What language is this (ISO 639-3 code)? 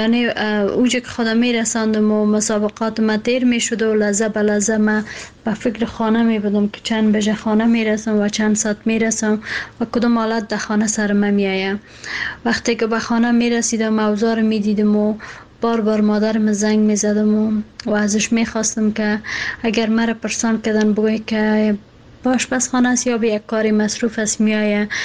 fas